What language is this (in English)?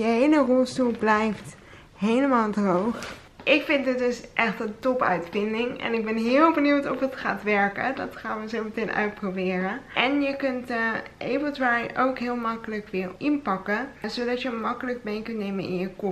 Dutch